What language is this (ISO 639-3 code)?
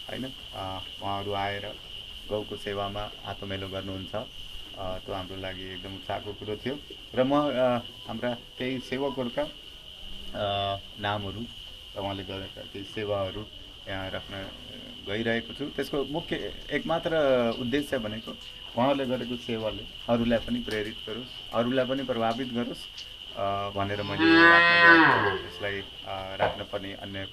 nep